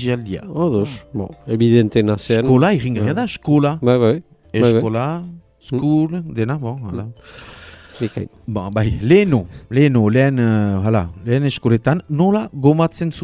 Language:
Basque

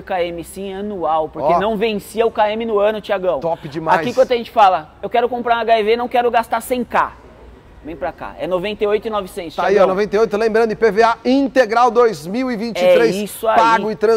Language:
Portuguese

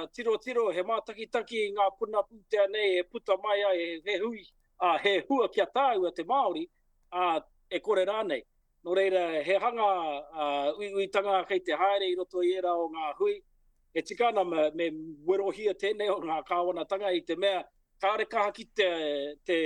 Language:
Māori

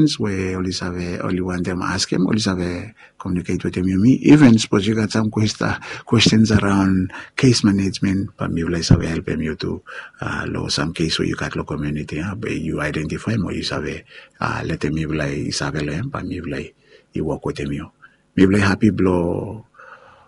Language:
Bislama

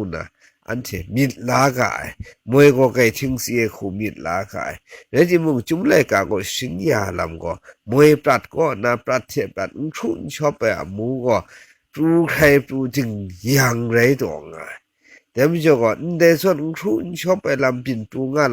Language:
Kachin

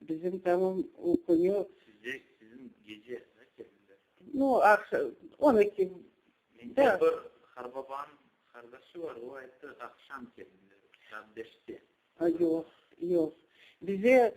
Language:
Crimean Tatar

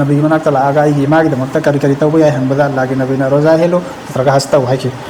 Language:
Manipuri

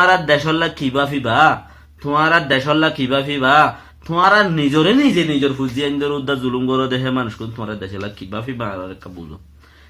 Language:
Rohingya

